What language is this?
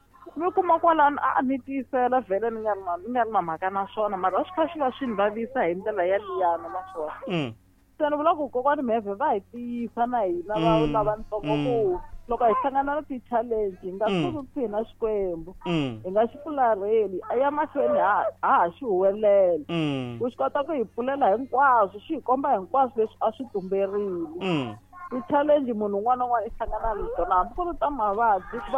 Tsonga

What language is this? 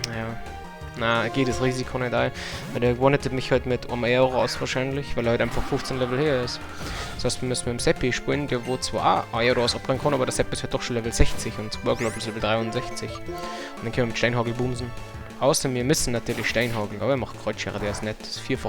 Bavarian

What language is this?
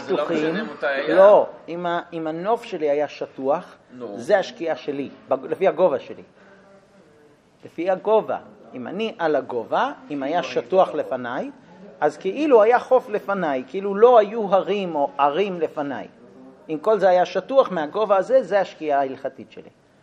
Hebrew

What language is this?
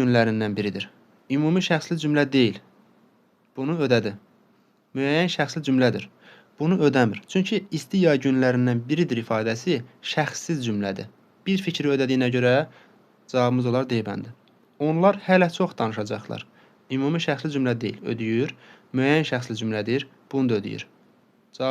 Azerbaijani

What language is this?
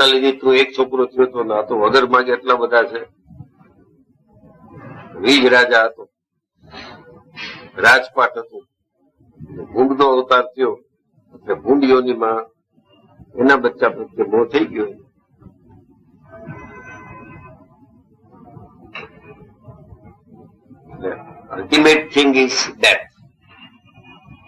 Gujarati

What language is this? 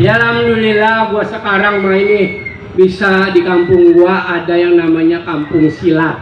Betawi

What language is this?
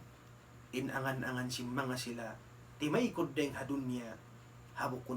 Tausug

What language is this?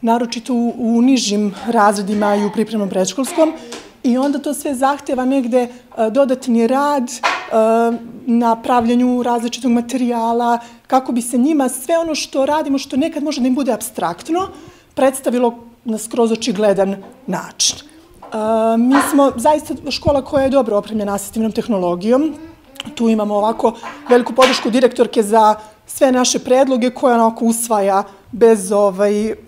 Serbian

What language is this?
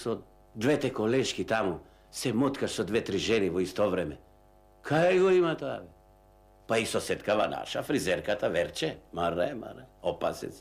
Macedonian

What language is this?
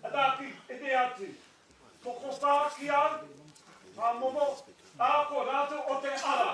Māori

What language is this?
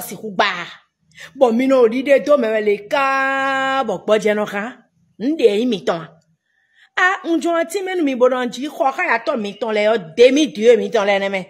Fon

